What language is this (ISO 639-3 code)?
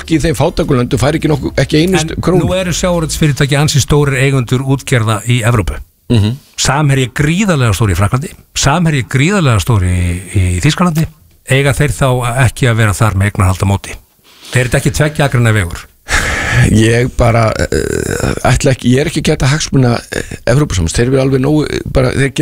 isl